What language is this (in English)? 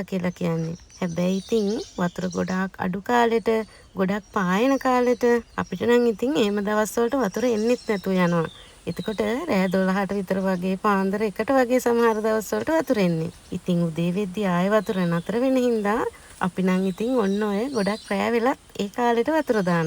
Sinhala